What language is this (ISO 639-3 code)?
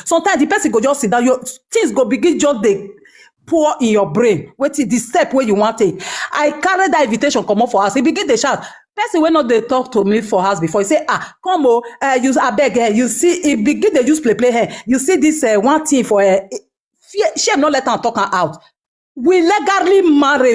pcm